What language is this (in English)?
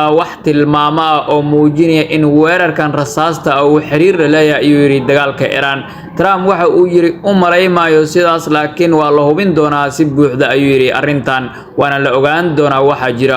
Somali